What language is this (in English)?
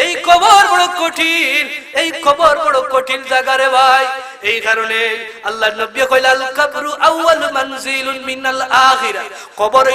Sylheti